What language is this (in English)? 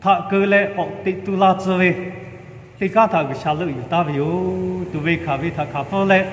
Lahu